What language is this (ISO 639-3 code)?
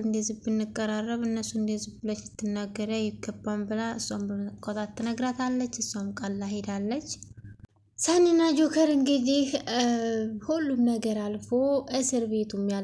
amh